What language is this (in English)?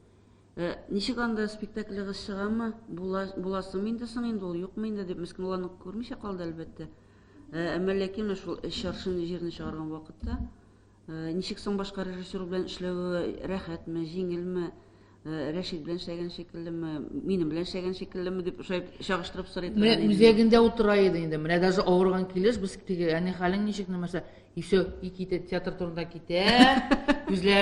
Tatar